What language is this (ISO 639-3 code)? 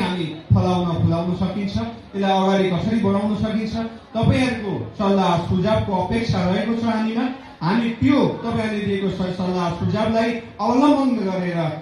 nep